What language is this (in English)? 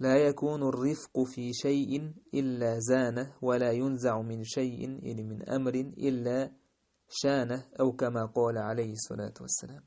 Chechen